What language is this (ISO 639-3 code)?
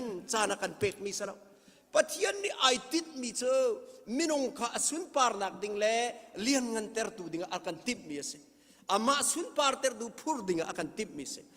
cnh